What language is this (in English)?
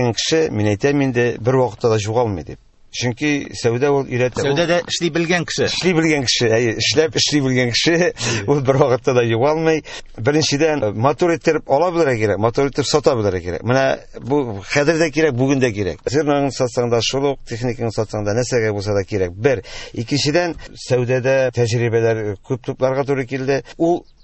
Tatar